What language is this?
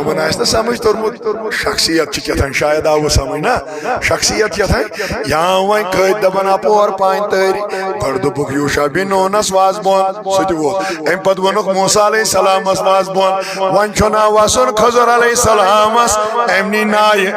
Kashmiri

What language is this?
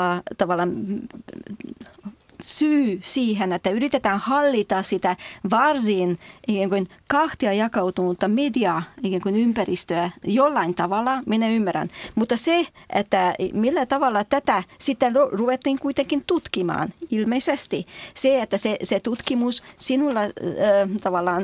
Finnish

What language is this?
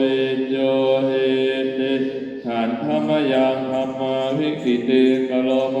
Pali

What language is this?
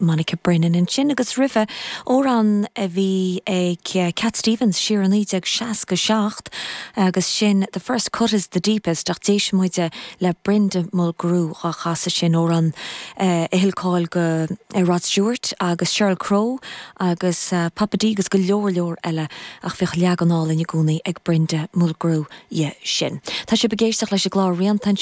Irish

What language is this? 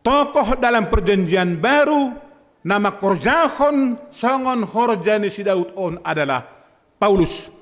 Batak Simalungun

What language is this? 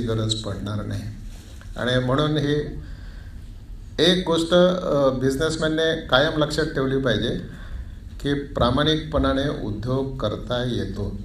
Marathi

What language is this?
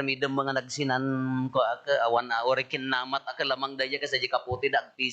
Iloko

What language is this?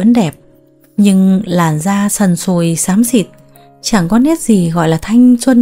Vietnamese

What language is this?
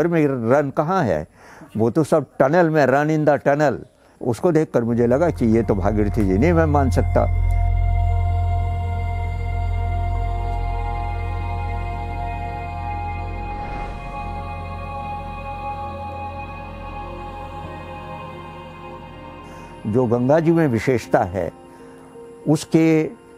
Hindi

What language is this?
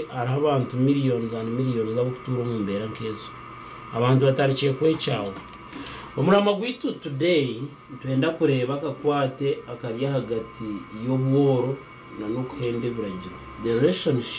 Nyankole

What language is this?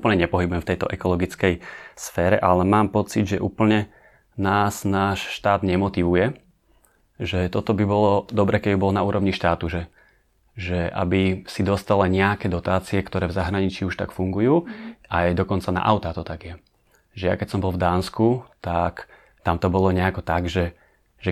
Slovak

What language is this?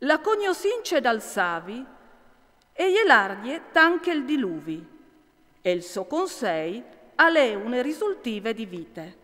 Friulian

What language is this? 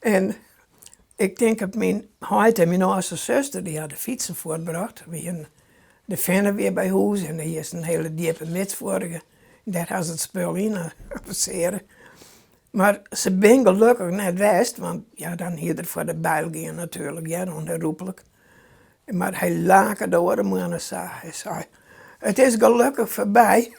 Western Frisian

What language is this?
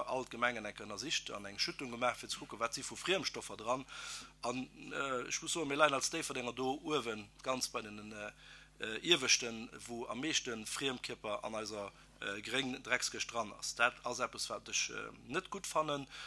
Luxembourgish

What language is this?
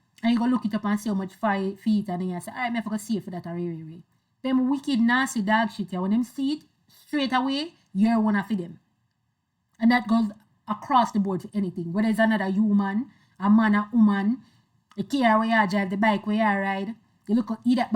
Jamaican Creole English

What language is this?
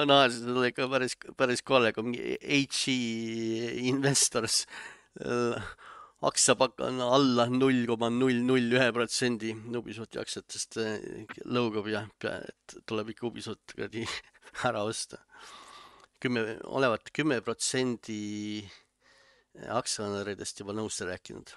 Estonian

